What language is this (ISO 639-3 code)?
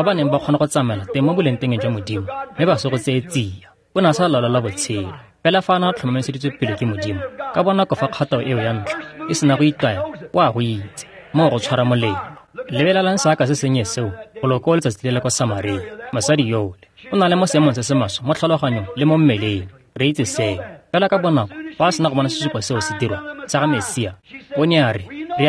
tsn